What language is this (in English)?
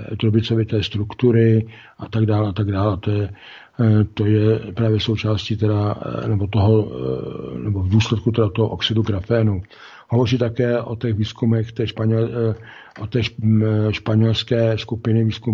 Czech